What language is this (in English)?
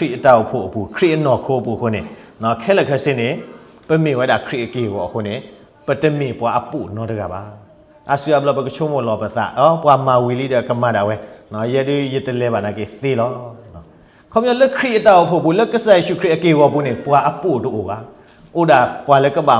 S'gaw Karen